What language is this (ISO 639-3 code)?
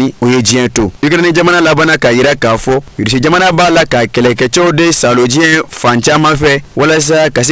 bam